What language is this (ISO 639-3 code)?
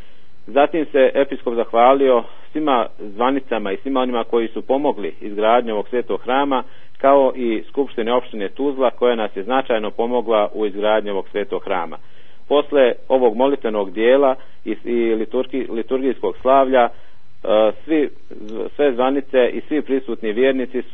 srp